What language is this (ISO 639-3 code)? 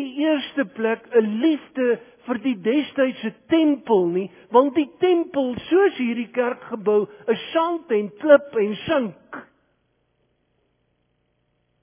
afr